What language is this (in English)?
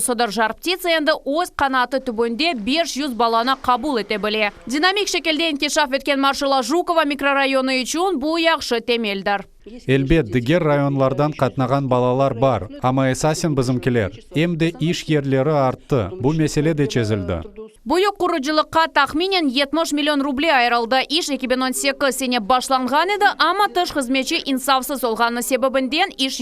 Crimean Tatar